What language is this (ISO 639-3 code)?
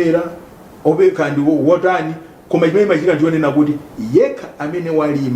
nya